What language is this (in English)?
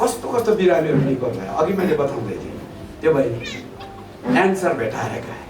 Nepali